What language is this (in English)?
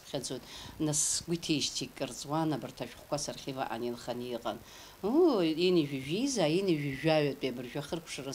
Abkhazian